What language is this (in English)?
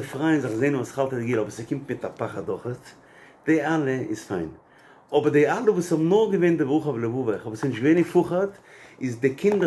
Yiddish